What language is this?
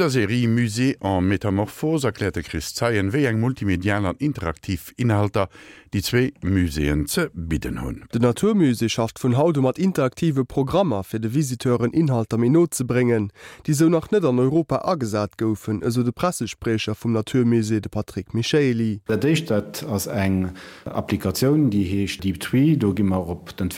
Luxembourgish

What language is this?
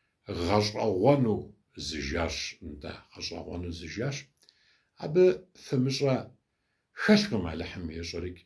Kabardian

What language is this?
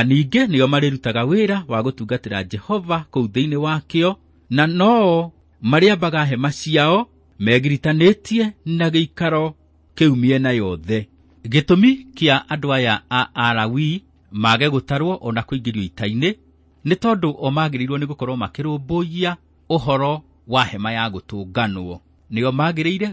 Kikuyu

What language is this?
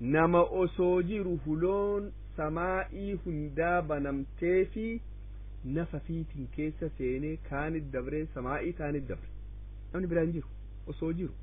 Oromo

